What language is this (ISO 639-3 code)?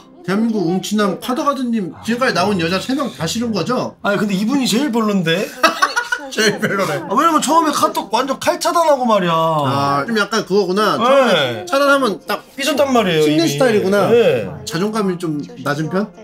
kor